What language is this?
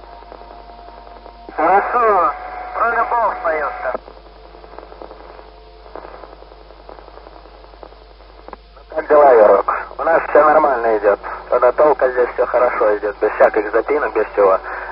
Russian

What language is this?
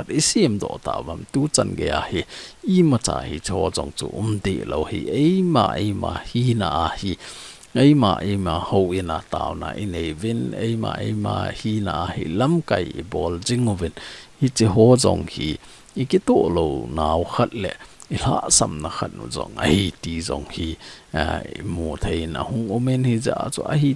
Thado Chin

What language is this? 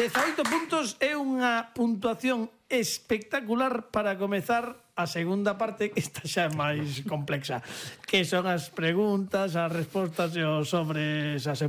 Galician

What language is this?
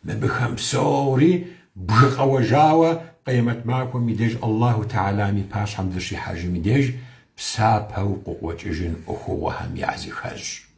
Kabardian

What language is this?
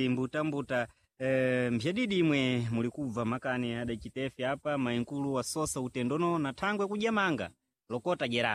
Sena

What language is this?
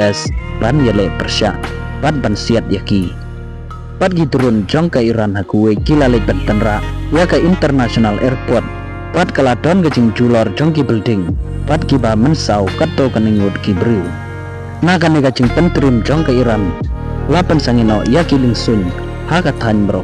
Khasi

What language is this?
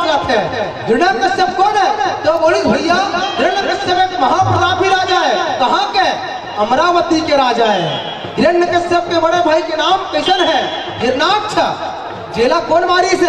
Chhattisgarhi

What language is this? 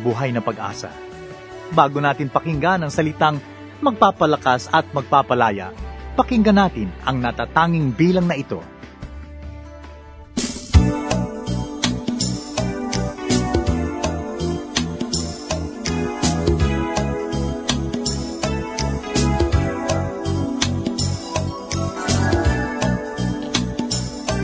Filipino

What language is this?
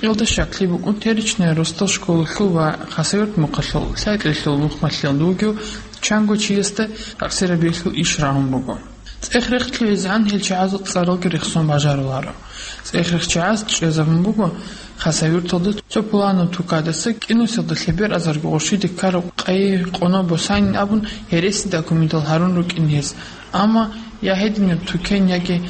Avaric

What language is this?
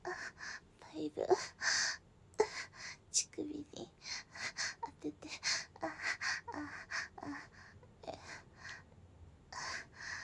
Japanese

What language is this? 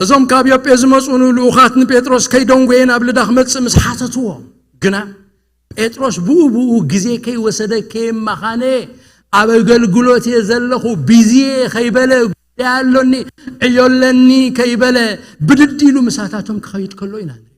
Tigrinya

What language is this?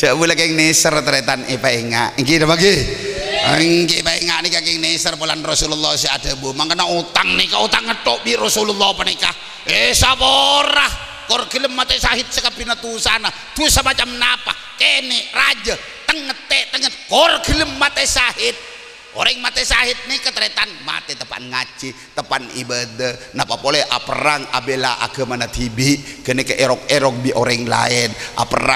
Madurese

